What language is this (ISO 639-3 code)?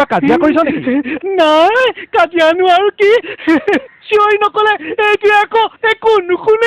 asm